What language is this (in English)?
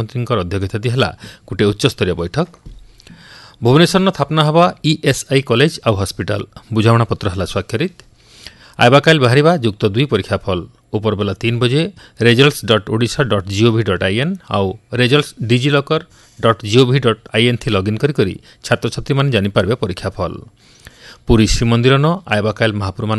Odia